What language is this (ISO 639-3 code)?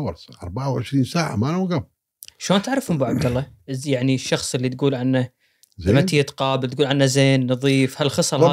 afb